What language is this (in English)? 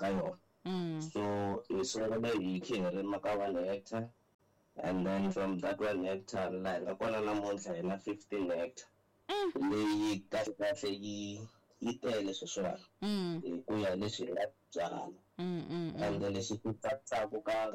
Tsonga